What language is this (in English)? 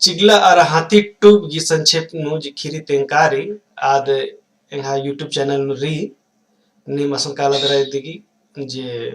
Kurukh